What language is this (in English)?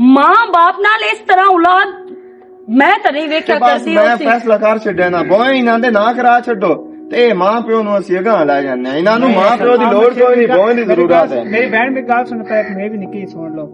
Western Panjabi